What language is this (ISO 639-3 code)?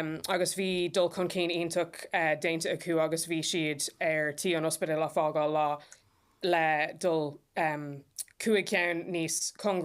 gle